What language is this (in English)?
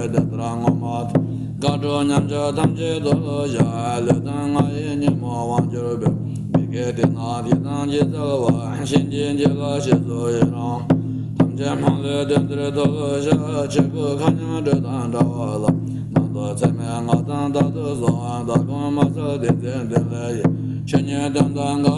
Tibetan